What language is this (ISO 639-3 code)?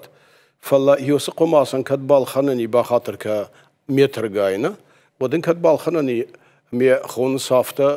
oss